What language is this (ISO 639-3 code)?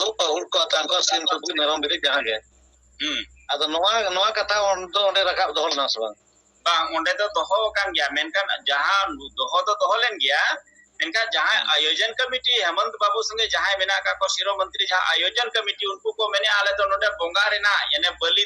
sat